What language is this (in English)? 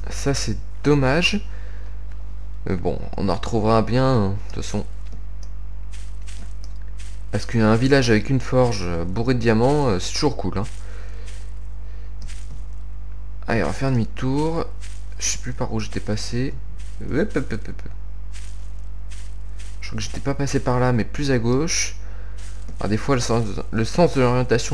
French